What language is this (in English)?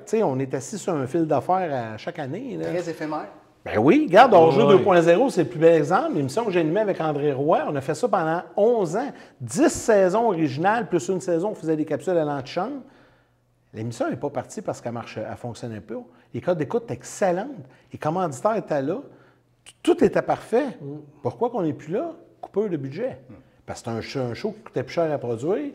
French